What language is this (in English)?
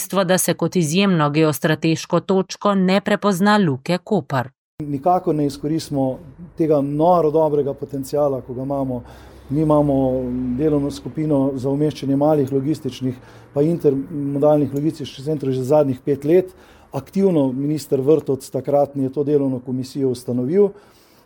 Slovenian